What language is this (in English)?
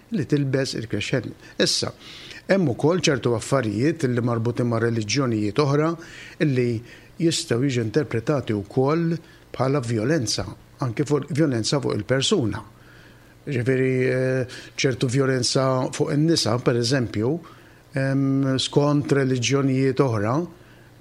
Maltese